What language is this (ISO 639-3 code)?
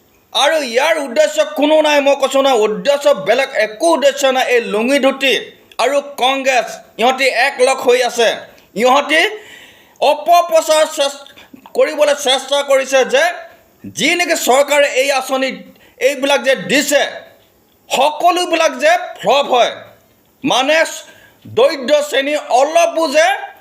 asm